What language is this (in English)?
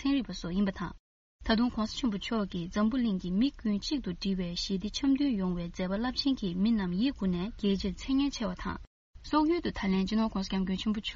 Tibetan